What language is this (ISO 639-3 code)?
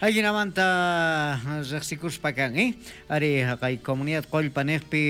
quh